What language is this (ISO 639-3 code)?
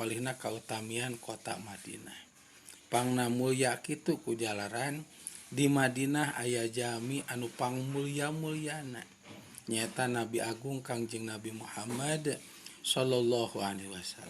sun